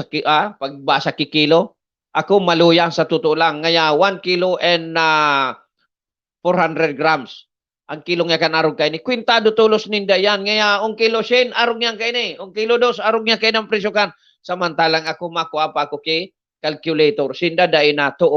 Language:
Bikol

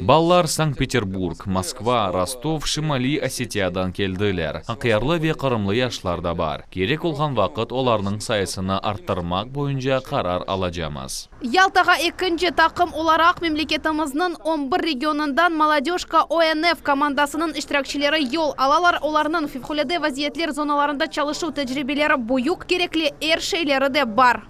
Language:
Crimean Tatar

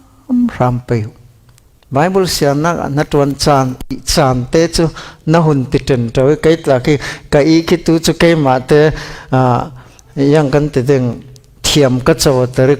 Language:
Falam Chin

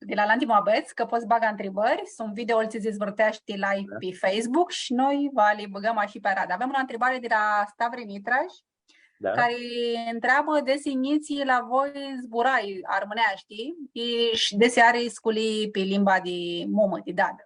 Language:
Aromanian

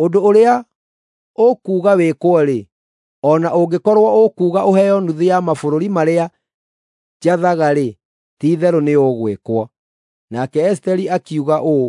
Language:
Kikuyu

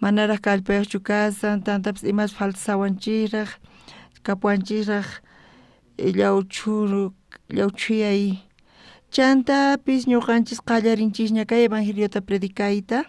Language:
South Bolivian Quechua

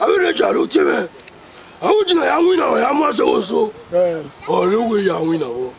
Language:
Bini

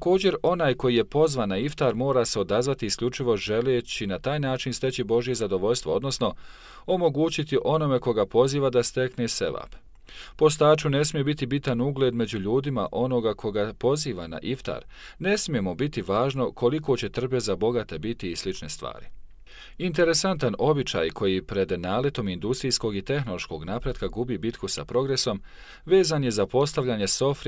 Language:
Bosnian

